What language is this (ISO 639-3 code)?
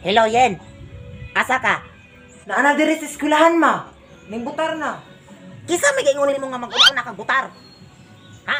ceb